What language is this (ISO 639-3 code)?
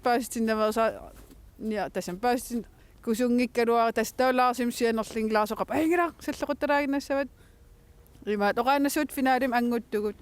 kal